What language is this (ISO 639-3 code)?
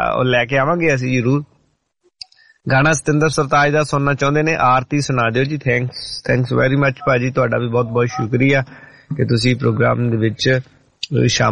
pan